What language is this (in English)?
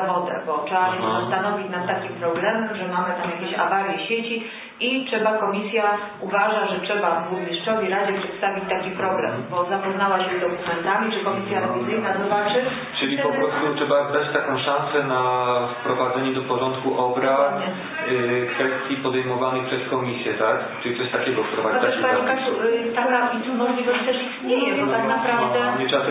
Polish